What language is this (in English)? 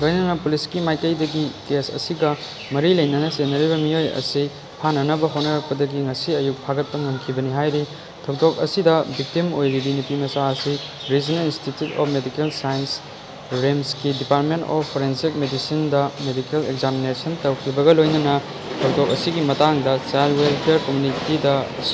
Manipuri